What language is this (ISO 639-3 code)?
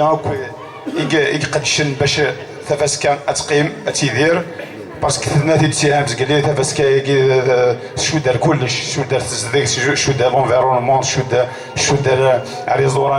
kab